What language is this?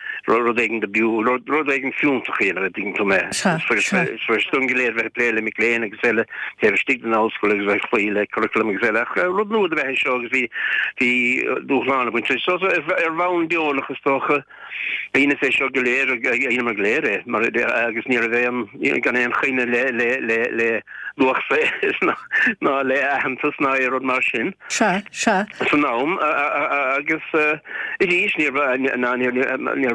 Irish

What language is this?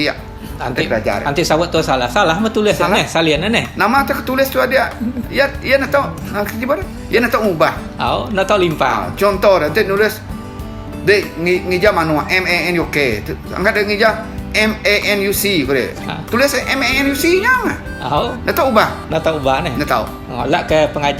Iban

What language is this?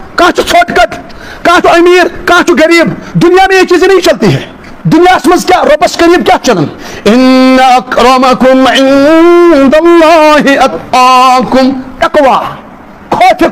Kashmiri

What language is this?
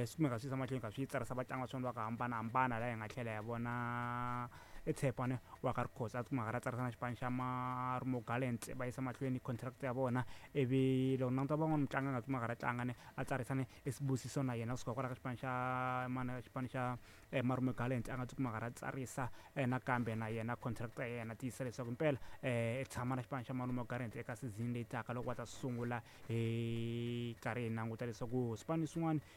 Tsonga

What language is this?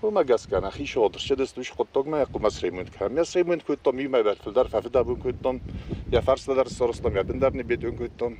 Ossetic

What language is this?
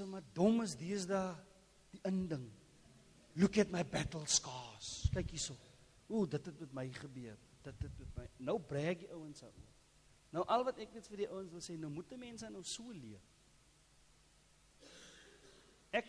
Afrikaans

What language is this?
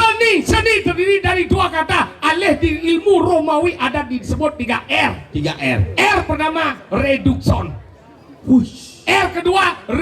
Balinese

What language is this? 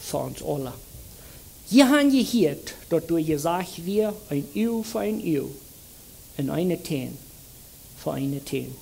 Plautdietsch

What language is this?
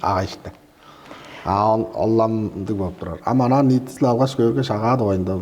Tuvinian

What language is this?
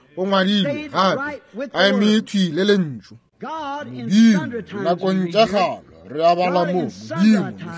Northern Sotho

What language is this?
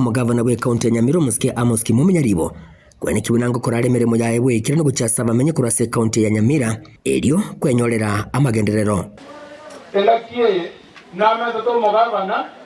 Gusii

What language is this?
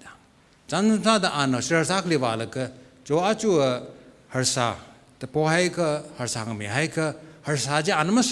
Tangkhul Naga (India)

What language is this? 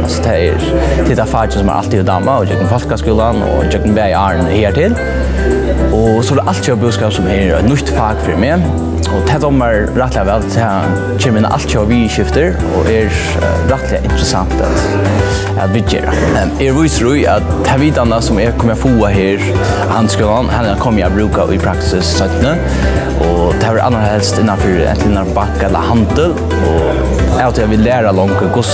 Faroese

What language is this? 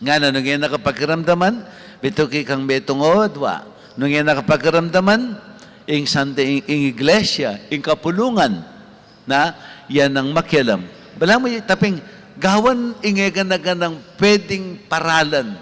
Pampanga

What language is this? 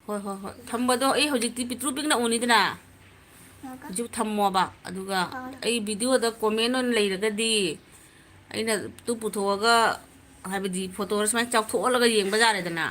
Manipuri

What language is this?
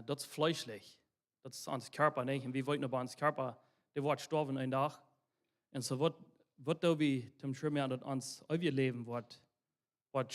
Plautdietsch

